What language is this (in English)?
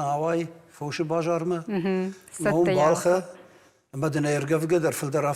Ossetic